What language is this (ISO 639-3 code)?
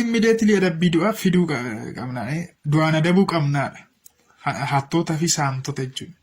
orm